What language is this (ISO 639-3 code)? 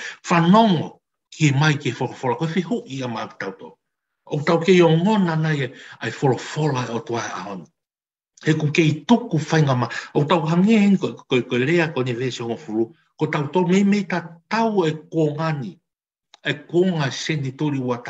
ton